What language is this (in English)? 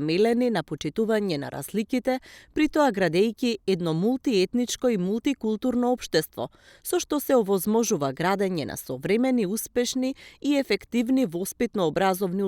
Macedonian